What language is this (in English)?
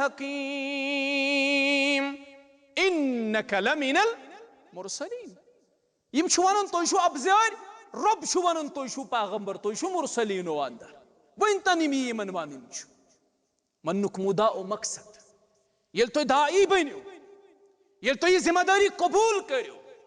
Kashmiri